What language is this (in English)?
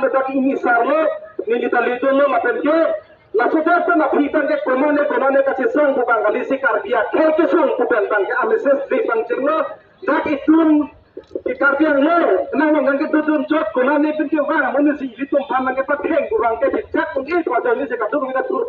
Karbi